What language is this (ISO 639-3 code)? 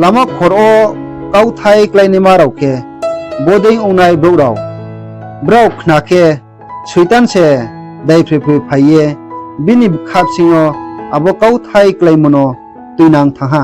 ria